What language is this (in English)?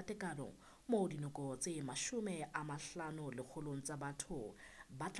Southern Sotho